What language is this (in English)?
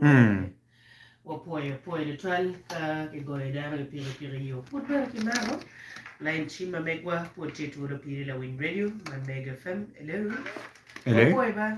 Acoli